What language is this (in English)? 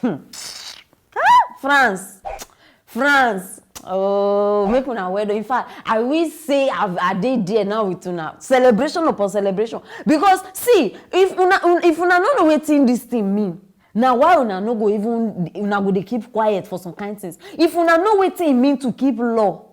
Nigerian Pidgin